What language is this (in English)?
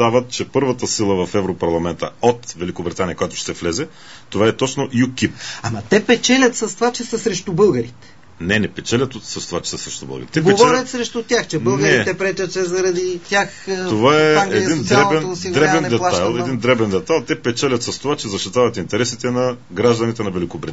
Bulgarian